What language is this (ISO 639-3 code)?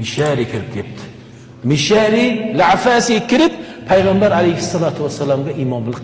uzb